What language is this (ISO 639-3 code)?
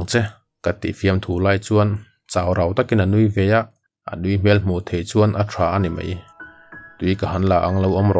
lus